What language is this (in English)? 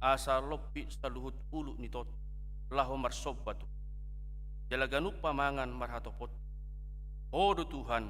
Batak Toba